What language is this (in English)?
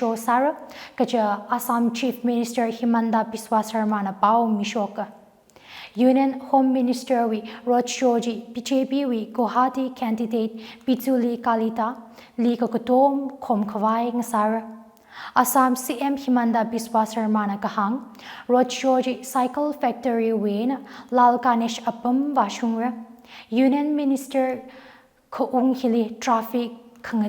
Tangkhul Naga (India)